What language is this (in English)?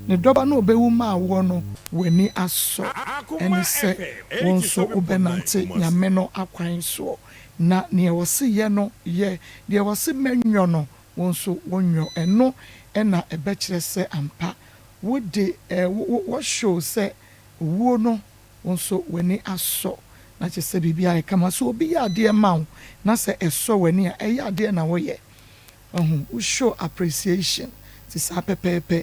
Akan